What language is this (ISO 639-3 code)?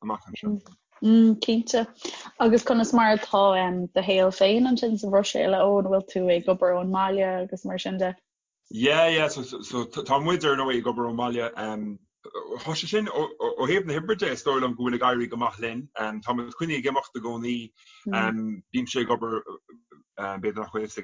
gle